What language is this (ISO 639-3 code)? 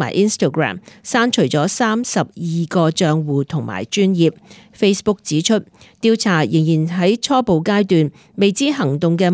yue